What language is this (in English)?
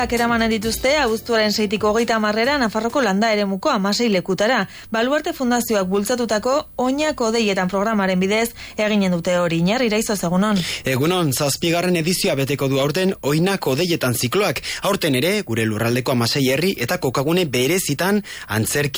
Basque